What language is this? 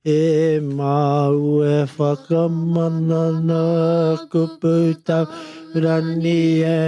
Māori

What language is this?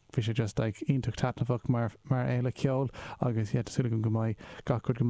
Irish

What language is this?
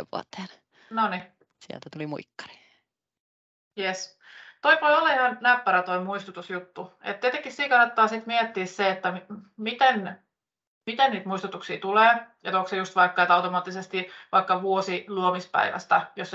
Finnish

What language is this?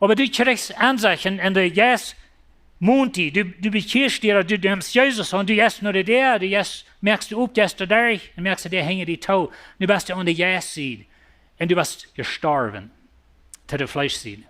Plautdietsch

